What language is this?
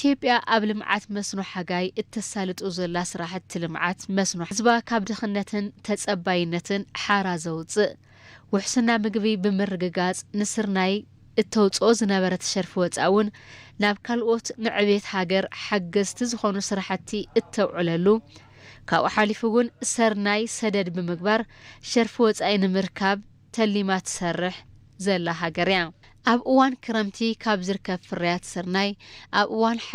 Tigrinya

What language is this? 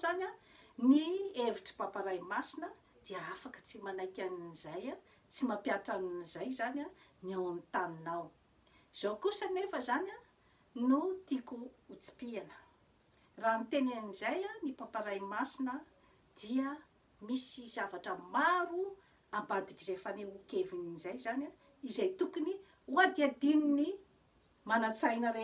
Malagasy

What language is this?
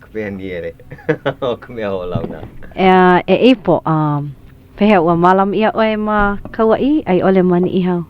Hawaiian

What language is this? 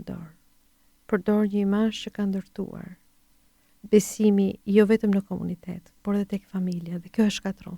Albanian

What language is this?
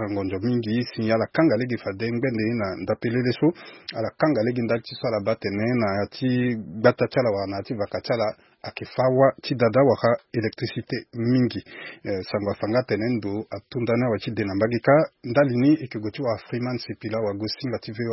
Sango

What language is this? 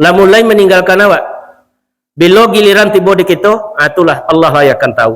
Minangkabau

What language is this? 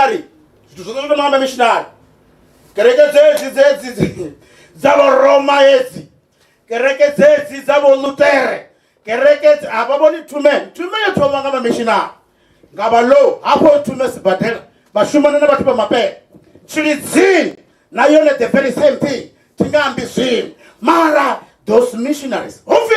Venda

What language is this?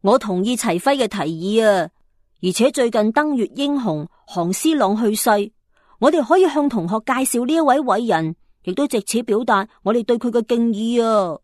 Cantonese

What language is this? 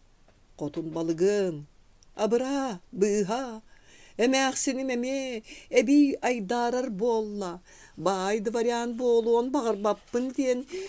Yakut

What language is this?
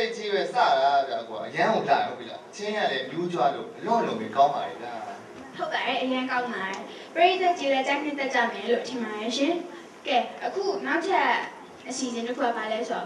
Burmese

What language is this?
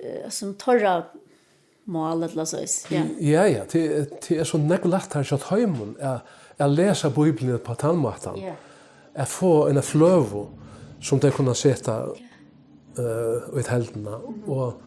Faroese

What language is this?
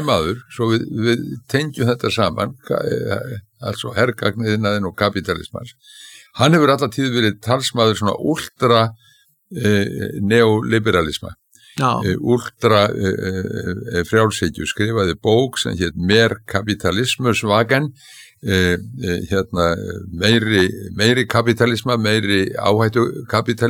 Icelandic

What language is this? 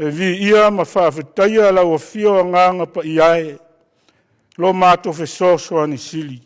Samoan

